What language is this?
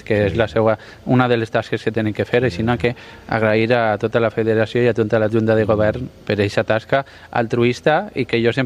Catalan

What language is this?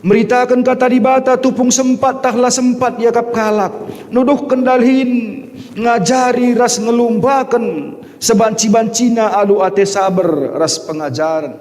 Batak Karo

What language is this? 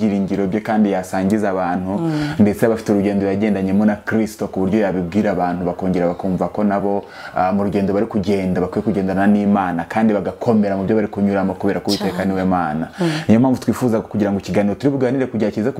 Kinyarwanda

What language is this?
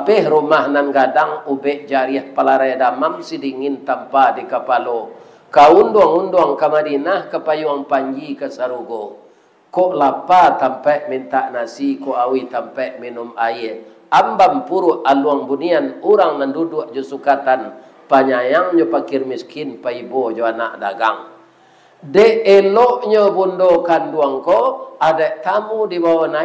Minangkabau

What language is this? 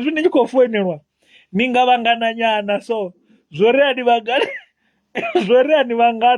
Venda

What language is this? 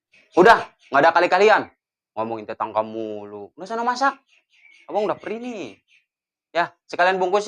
Betawi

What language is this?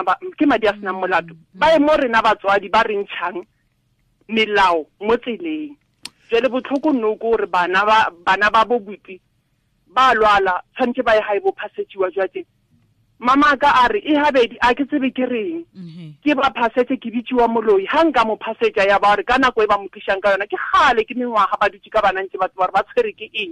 Tswana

